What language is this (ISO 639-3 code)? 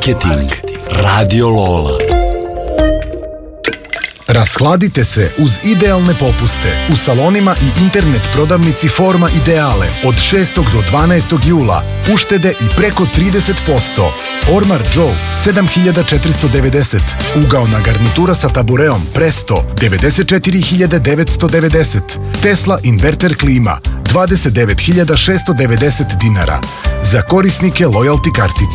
srp